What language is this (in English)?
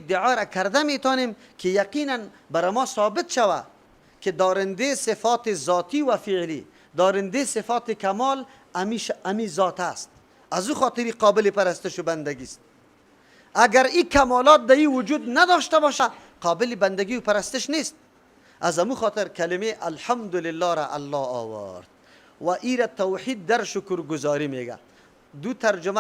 Persian